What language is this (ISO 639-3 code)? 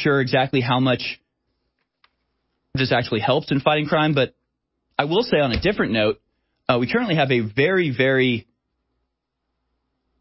eng